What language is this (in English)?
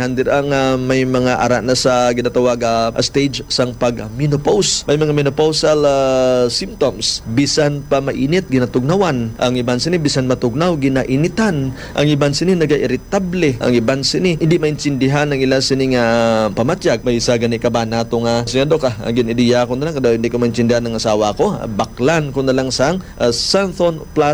Hiligaynon